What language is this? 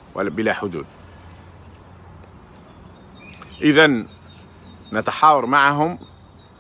Arabic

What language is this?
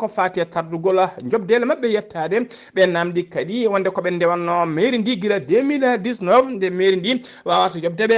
Fula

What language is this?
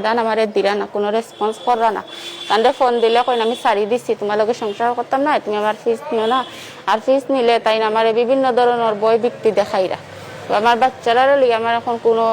Sylheti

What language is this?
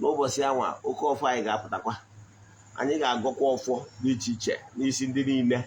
Igbo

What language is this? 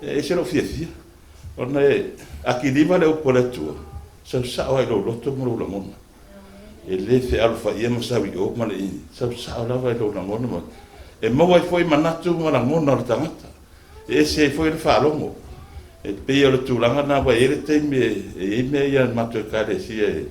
Samoan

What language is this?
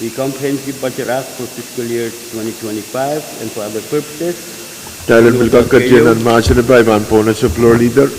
Pohnpeian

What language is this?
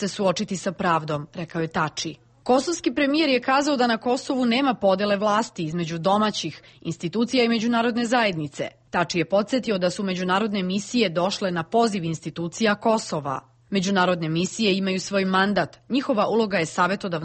Serbian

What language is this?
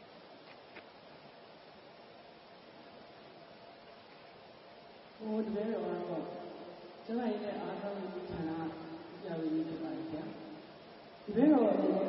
Burmese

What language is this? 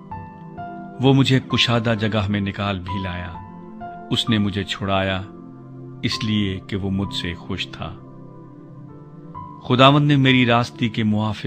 Urdu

